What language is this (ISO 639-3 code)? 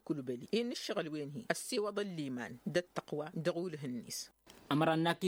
taq